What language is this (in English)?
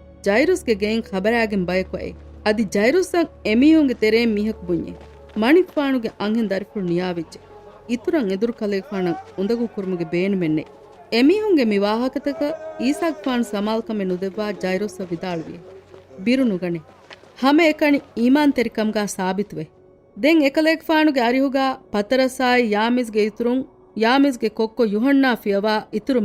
Divehi